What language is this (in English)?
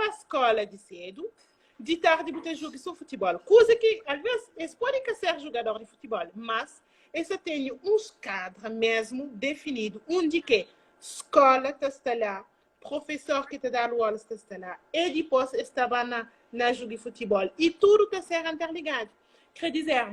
Kabuverdianu